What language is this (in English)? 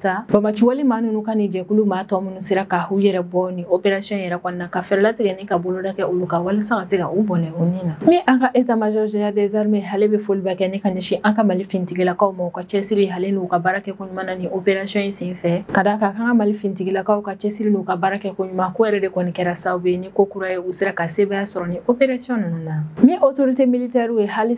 Bambara